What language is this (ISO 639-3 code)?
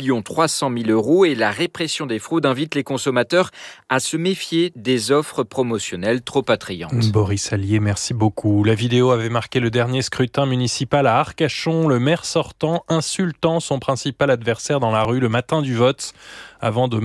fra